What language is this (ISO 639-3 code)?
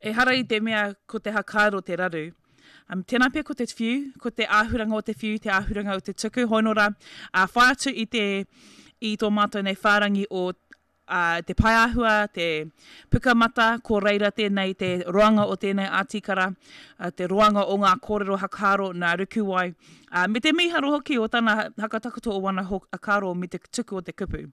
mri